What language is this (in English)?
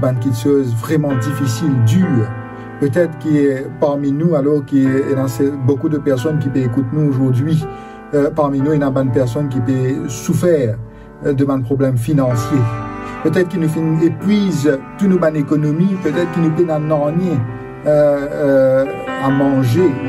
Morisyen